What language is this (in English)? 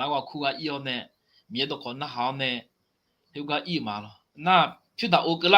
Akha